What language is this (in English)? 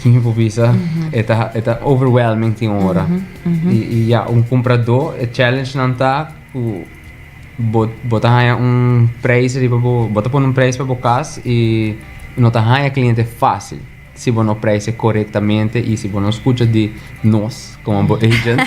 Papiamento